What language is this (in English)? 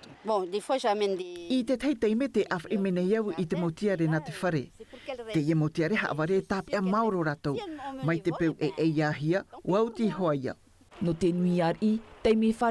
Tahitian